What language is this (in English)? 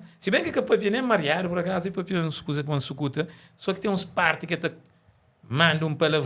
Kabuverdianu